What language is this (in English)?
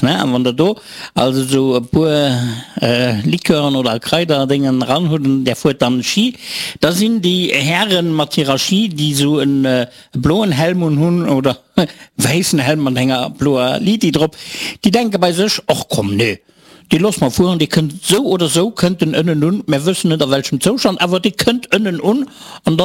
Luxembourgish